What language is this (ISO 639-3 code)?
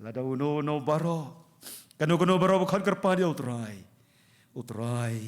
kha